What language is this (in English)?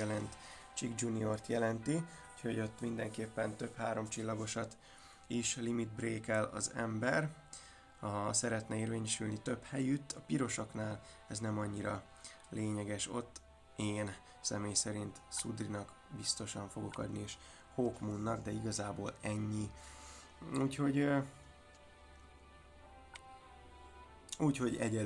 Hungarian